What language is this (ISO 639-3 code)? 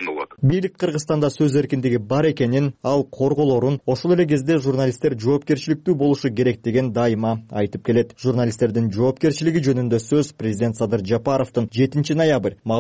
kir